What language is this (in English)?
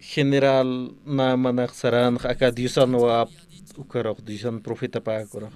Aymara